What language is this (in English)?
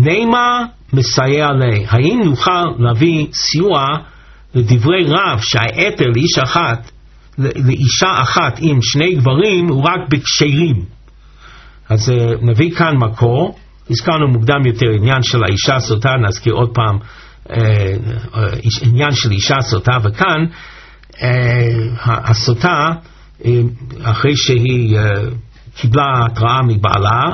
Hebrew